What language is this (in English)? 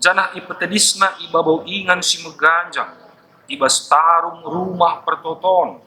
Batak Karo